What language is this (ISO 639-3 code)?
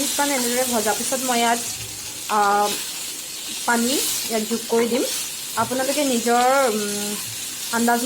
asm